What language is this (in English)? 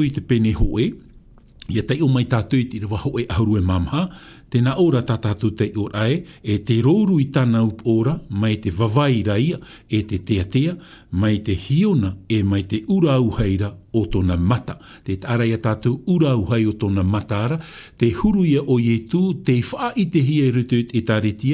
Tahitian